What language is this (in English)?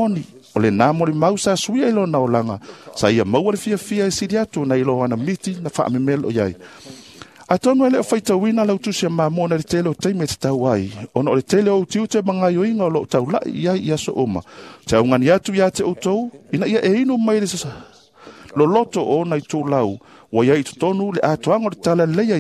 Samoan